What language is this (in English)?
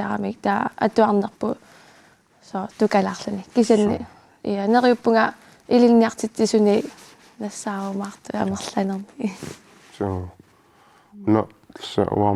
Kalaallisut